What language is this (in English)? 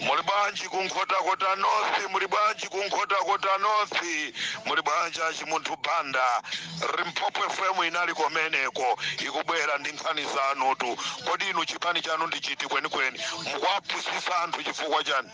Nyanja